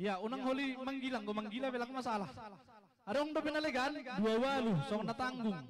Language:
Batak Simalungun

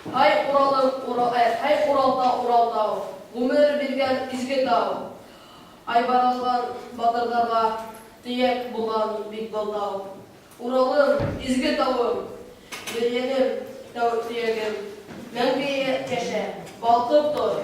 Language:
Bashkir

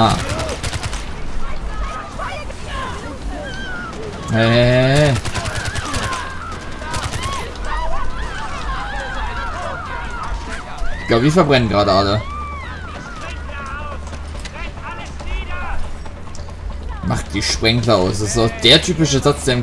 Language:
German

